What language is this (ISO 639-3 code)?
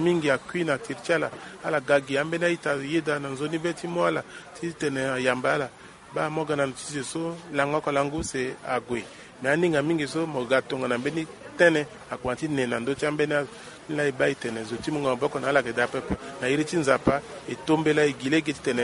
sag